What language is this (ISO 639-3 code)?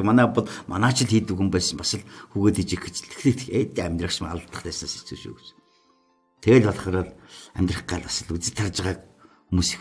mon